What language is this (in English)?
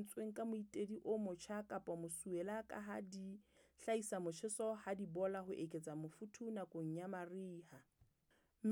Southern Sotho